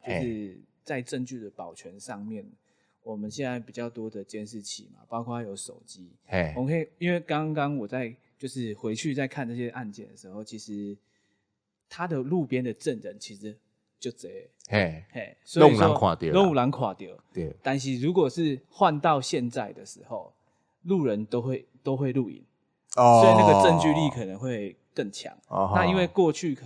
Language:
Min Nan Chinese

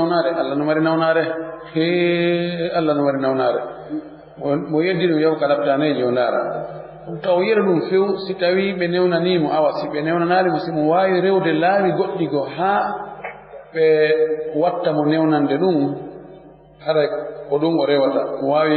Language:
Fula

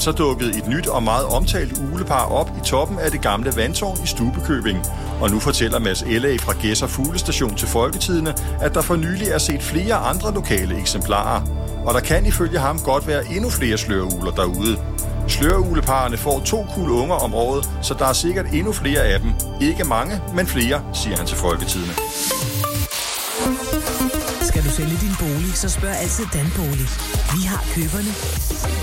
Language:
Danish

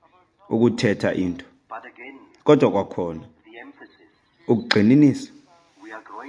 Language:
Xhosa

